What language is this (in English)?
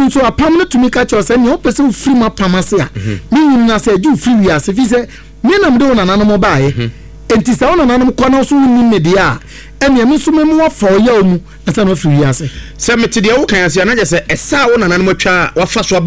Akan